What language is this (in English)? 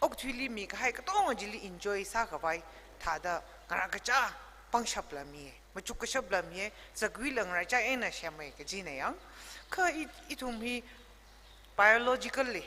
Tangkhul Naga (India)